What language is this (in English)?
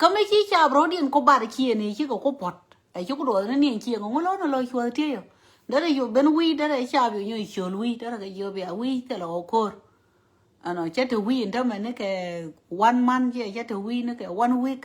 Nuer